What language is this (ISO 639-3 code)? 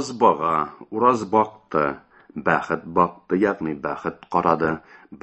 tat